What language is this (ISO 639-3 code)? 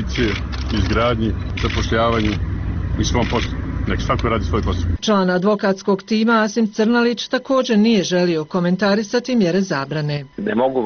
bos